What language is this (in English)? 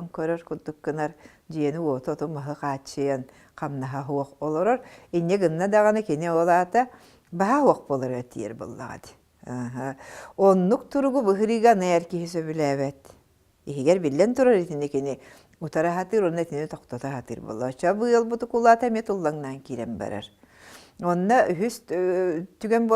Yakut